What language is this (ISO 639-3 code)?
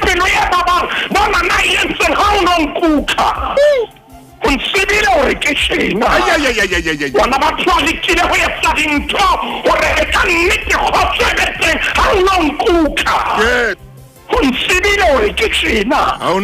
sot